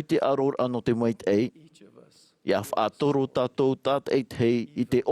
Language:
Tahitian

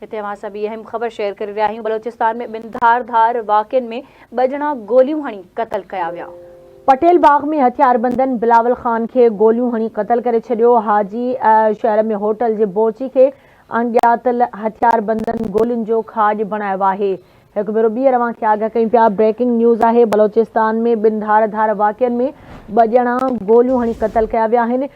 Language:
Sindhi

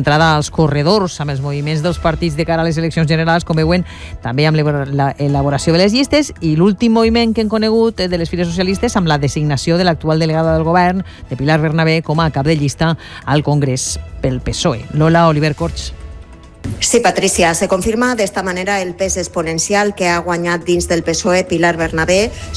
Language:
Catalan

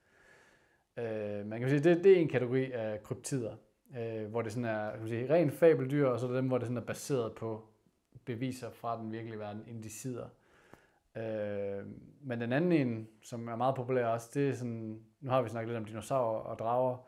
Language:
Danish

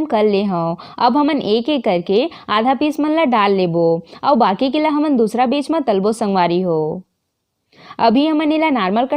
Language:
Chhattisgarhi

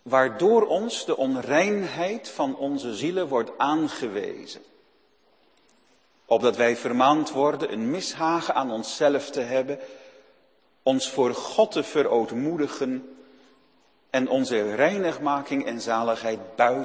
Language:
Dutch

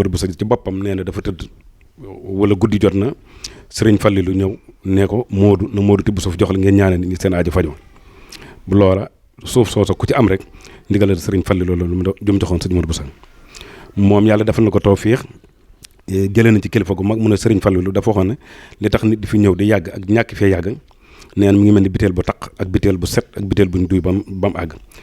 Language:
Wolof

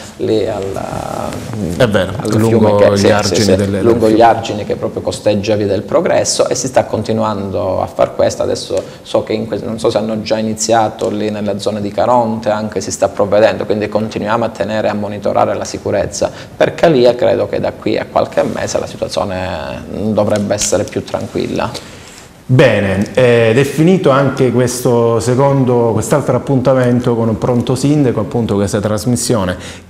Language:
Italian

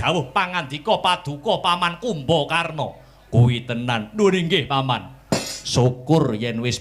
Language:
Javanese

